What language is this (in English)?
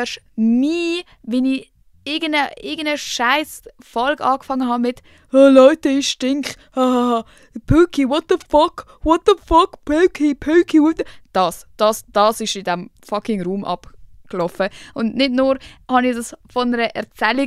Swiss German